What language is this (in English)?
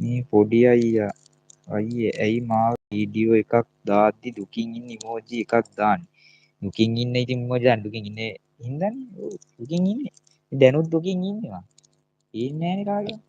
Sinhala